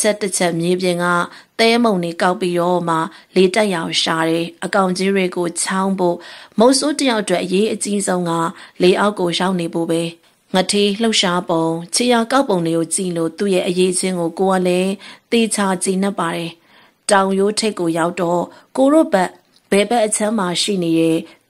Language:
Burmese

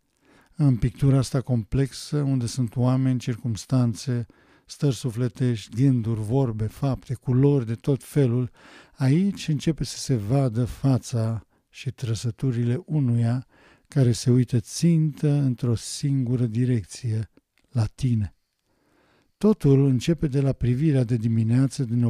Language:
Romanian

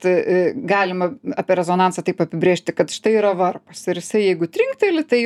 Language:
Lithuanian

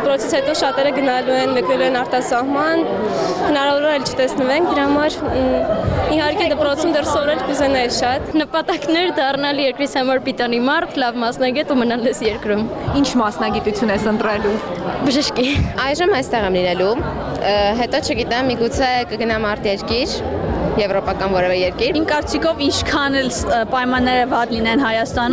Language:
Armenian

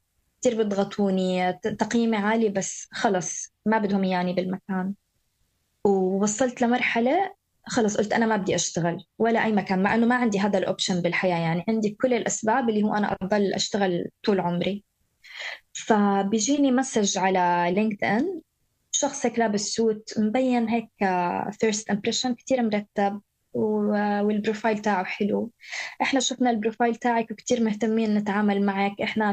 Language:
North Levantine Arabic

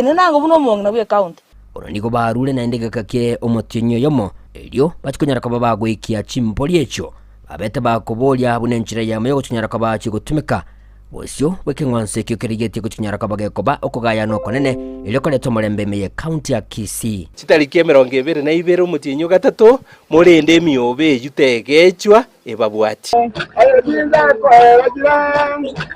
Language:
Gusii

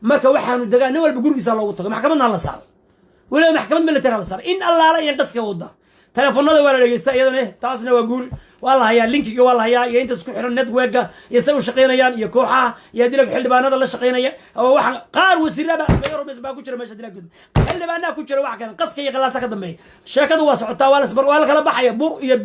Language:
Somali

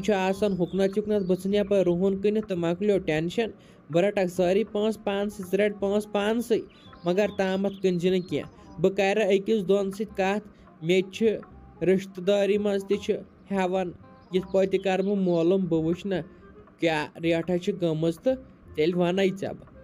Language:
Kashmiri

